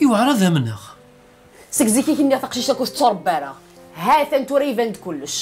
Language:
Kabyle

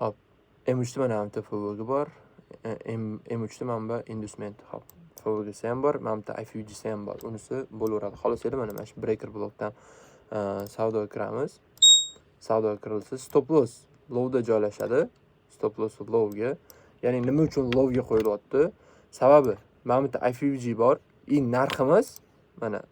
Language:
Uzbek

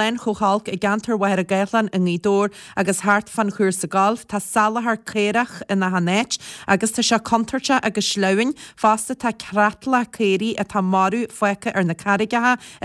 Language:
Irish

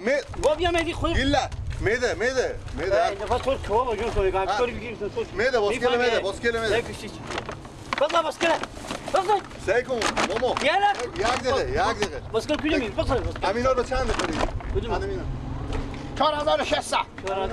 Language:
Persian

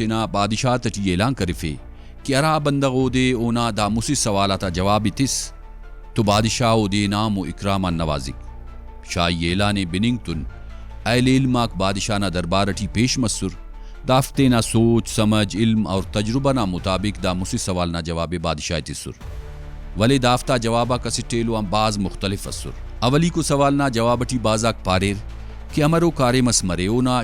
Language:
Brahui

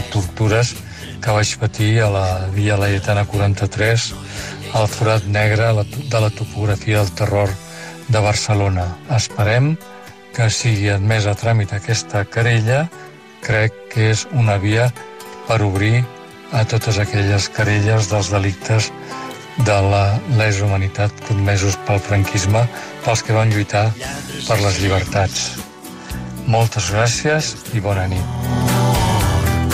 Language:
Catalan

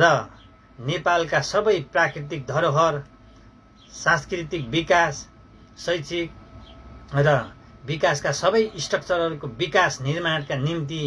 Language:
Nepali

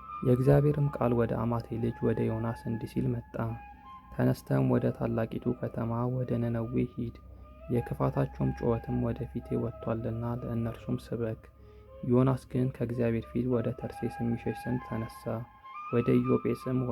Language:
Amharic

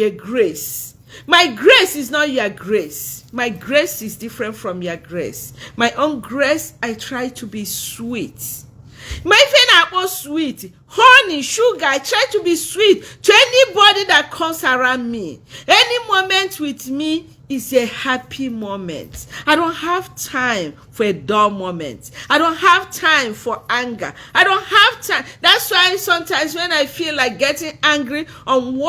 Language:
Igbo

